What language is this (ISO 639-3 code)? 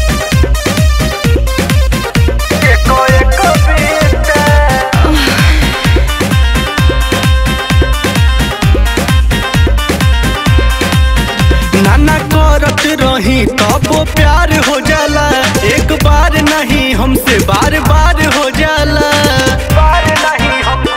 bho